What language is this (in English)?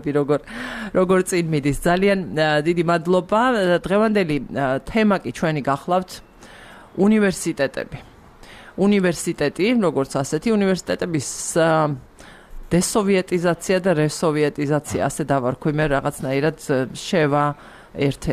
Georgian